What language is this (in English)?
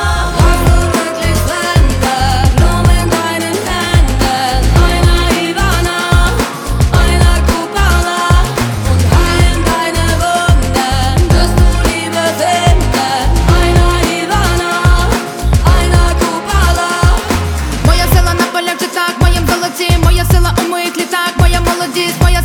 Ukrainian